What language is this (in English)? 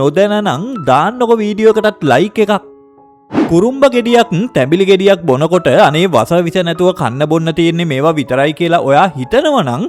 Sinhala